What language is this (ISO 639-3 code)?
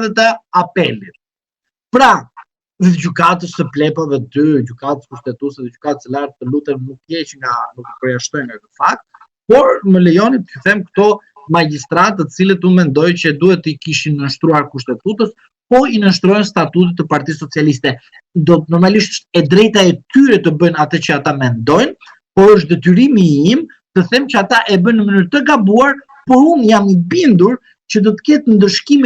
sqi